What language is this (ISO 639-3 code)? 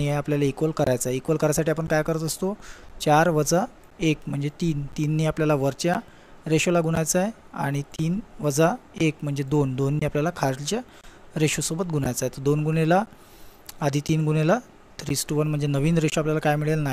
mar